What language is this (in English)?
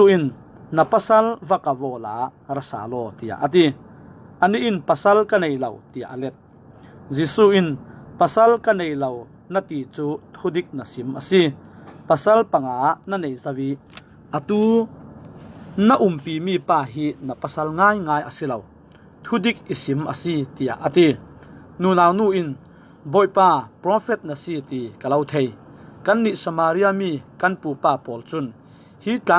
Falam Chin